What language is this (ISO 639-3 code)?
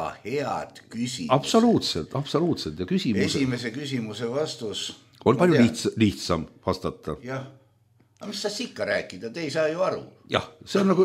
est